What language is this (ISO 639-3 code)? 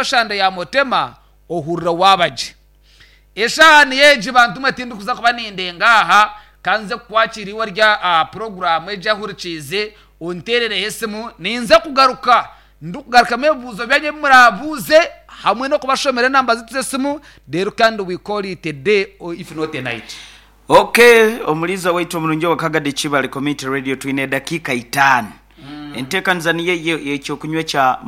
nyn